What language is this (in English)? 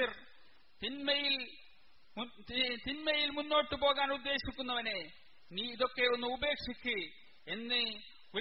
Malayalam